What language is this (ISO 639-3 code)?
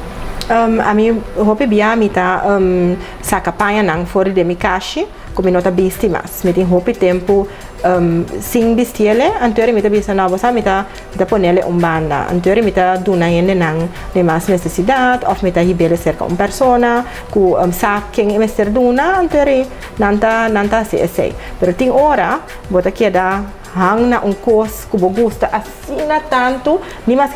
pap